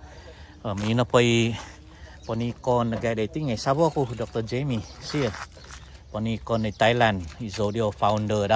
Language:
Central Dusun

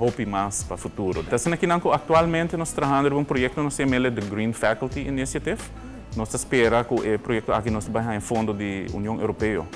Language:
Papiamento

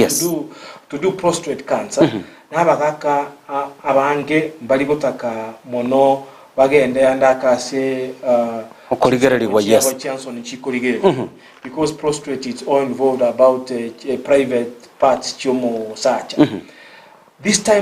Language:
Gusii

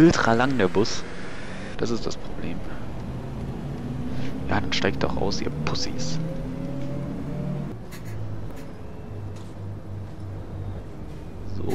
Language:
German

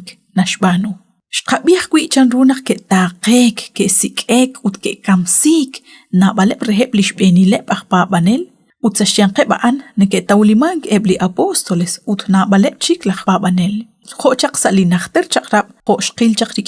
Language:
Kekchí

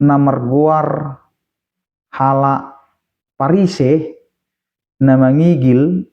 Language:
Batak Toba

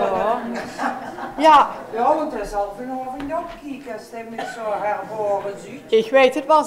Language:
Limburgish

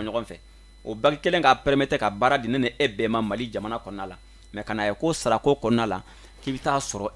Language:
Bambara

